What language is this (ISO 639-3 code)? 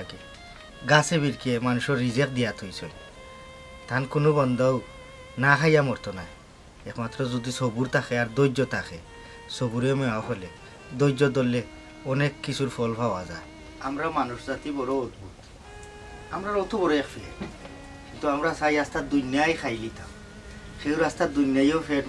syl